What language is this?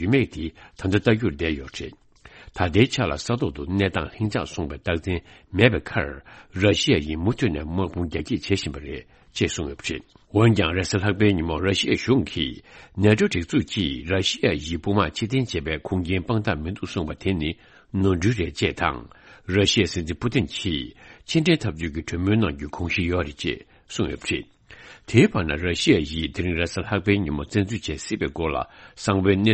Tibetan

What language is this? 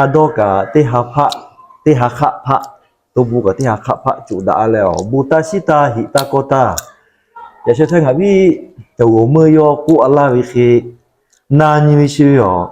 Lahu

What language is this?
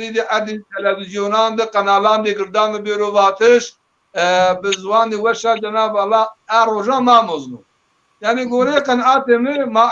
Zaza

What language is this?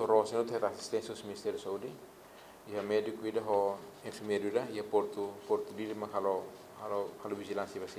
Tetum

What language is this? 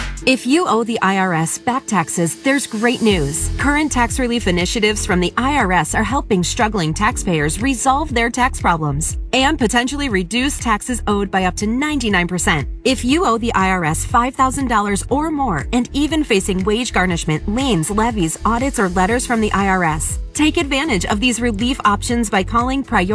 English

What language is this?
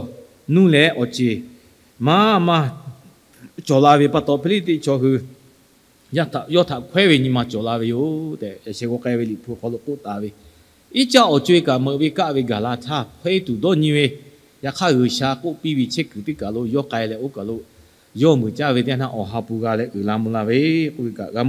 Lahu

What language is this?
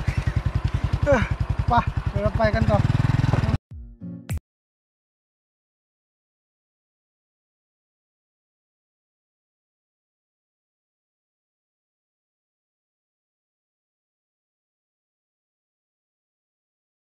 Thai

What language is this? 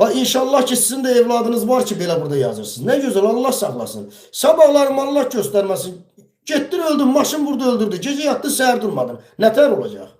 Azerbaijani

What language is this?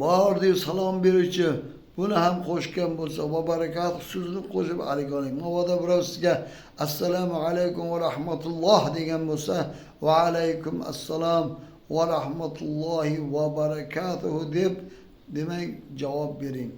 Uzbek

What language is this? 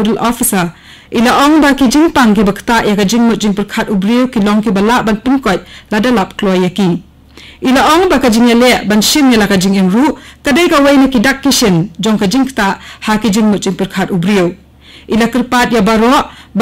Khasi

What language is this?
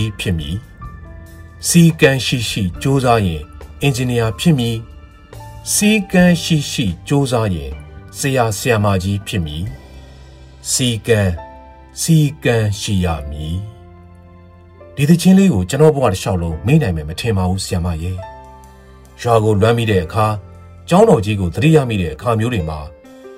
Burmese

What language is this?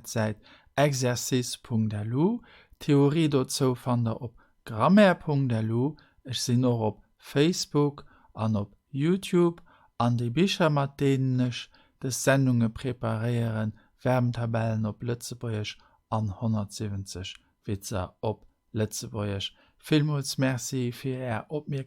Luxembourgish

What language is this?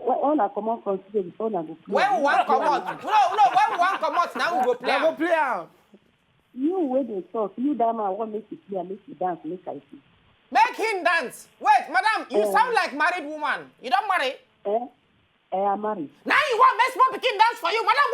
Nigerian Pidgin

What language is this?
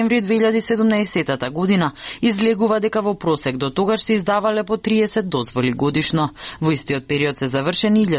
Macedonian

